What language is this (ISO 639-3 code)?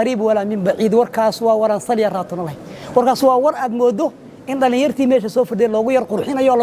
som